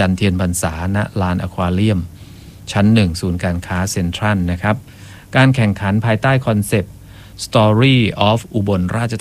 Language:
Thai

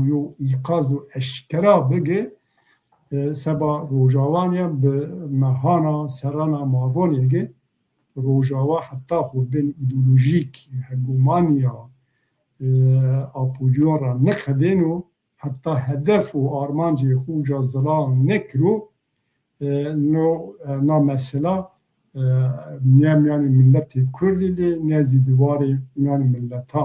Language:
Zaza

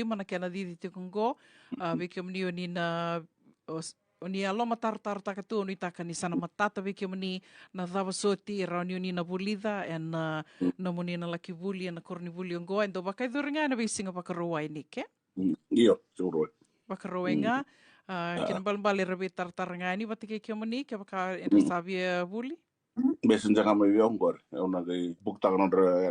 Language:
Fijian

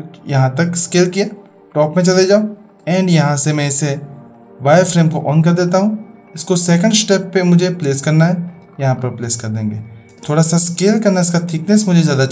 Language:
Hindi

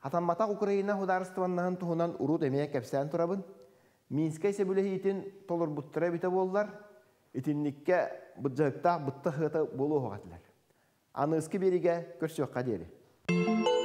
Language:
Yakut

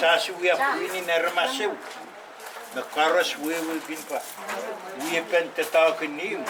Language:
Pohnpeian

